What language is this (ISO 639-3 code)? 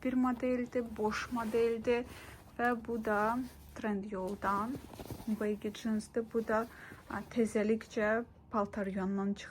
aze